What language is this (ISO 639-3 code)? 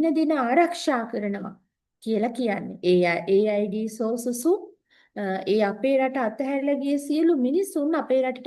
sin